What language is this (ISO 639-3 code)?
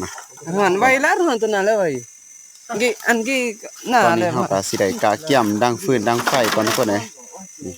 lao